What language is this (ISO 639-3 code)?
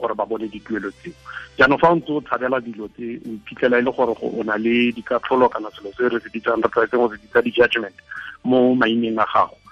tsn